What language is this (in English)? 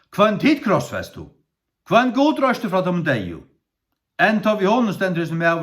Faroese